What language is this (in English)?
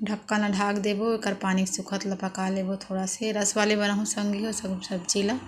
Chhattisgarhi